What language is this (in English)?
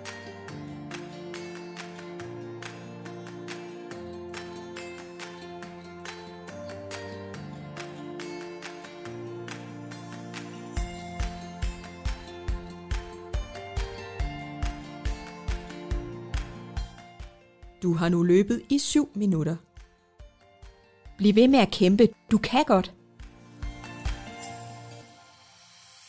Danish